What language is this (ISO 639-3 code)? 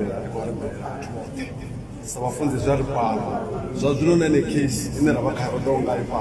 ven